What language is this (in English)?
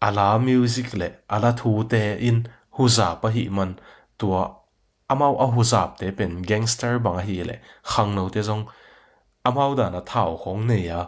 Tedim Chin